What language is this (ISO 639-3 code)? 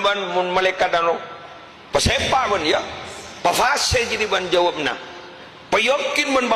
mad